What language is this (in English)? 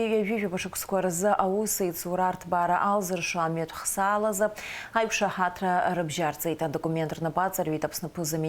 Abkhazian